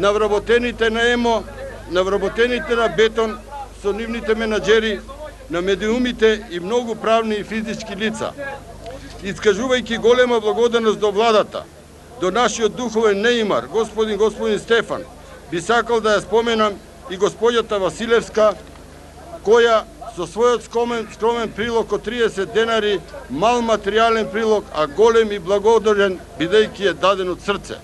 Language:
Macedonian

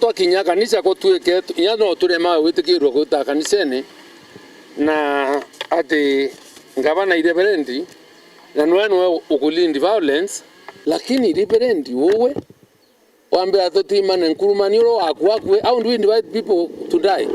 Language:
Meru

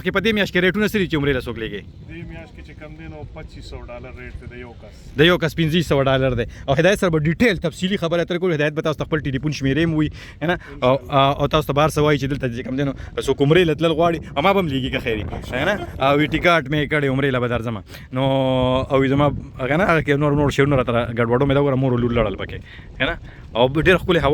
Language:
Pashto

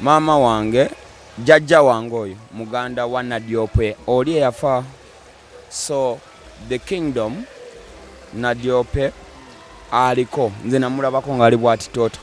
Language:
Ganda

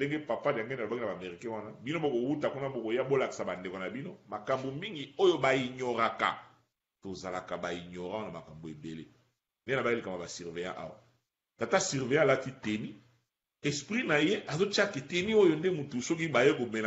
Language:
Lingala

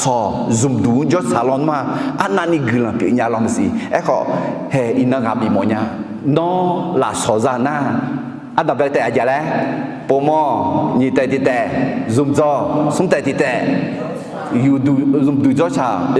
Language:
Akha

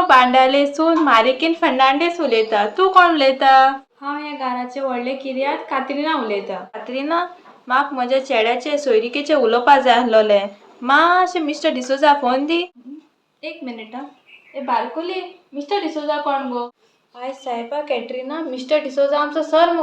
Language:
Konkani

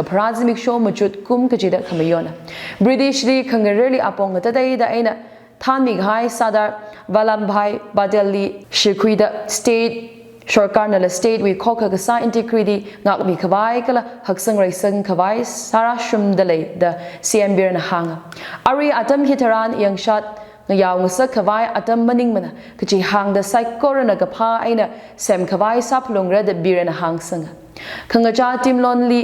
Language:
Tangkhul Naga (India)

